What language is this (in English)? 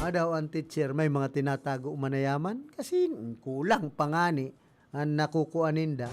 Bikol